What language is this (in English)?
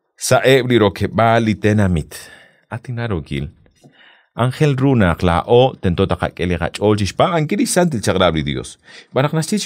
Kekchí